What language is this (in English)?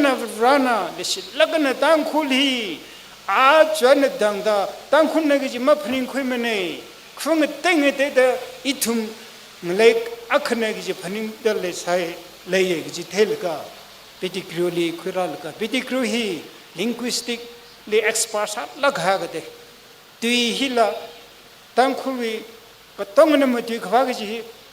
Tangkhul Naga (India)